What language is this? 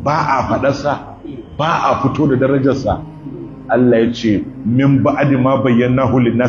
Hausa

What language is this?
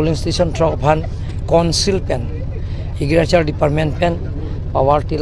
Karbi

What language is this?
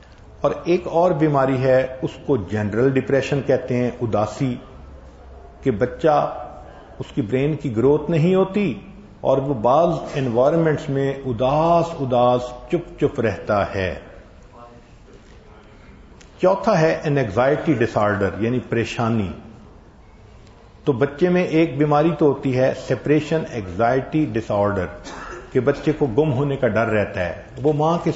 Urdu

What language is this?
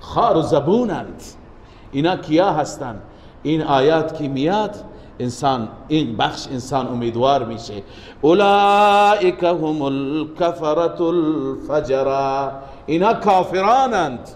Persian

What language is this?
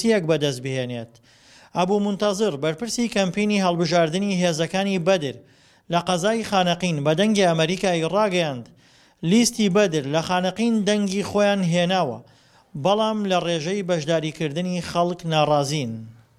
Central Kurdish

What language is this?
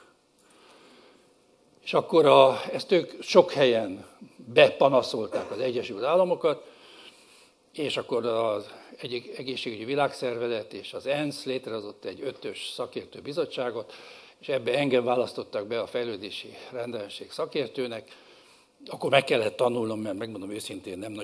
Hungarian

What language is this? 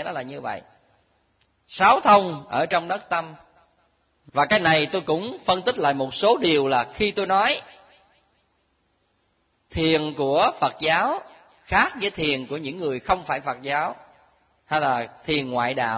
Vietnamese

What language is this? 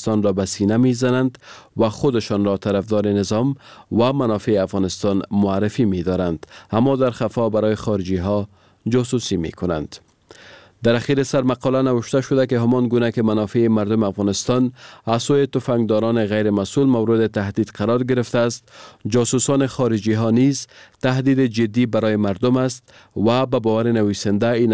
Persian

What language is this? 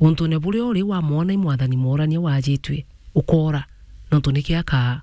Meru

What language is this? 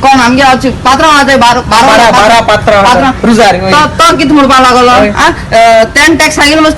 Konkani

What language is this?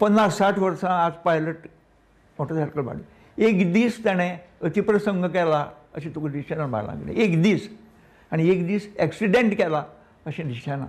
Konkani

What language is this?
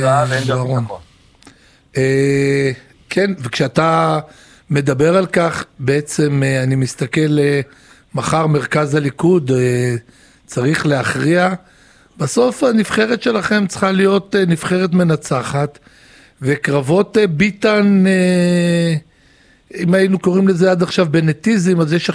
Hebrew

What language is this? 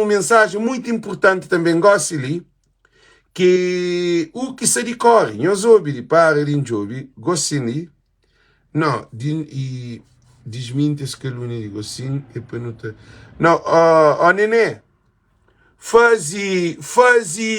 Kabuverdianu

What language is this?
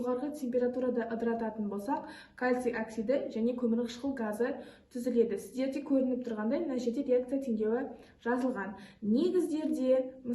Kazakh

